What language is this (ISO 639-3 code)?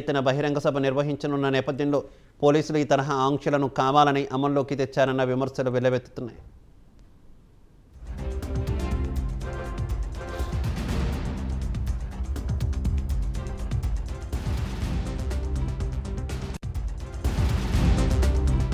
tel